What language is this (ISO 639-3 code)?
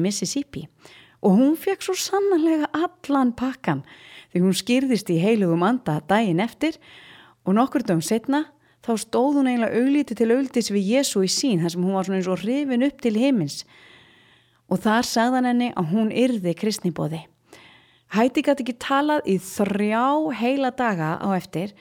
isl